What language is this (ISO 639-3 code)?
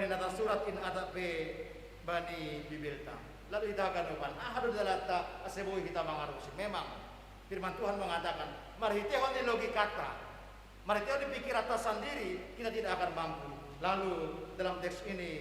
bts